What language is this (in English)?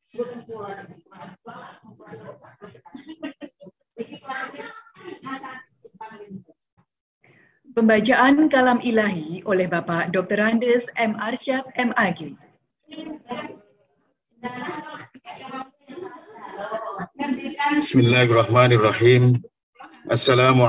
Indonesian